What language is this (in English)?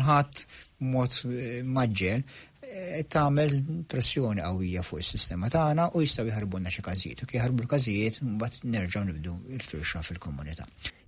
Maltese